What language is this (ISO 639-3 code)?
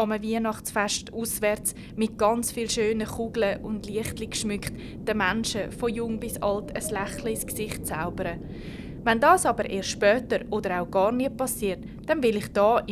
gsw